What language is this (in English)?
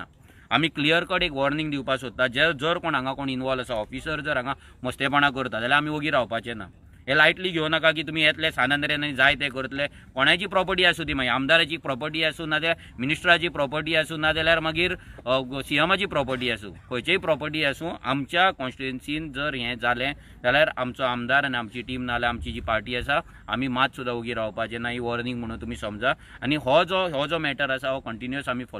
Konkani